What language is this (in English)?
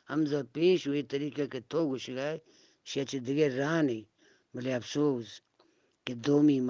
Eastern Balochi